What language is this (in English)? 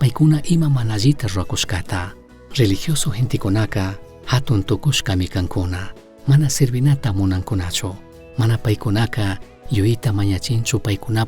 Chimborazo Highland Quichua